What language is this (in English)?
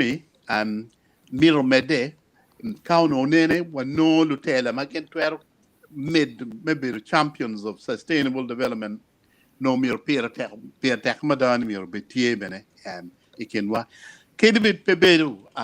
Acoli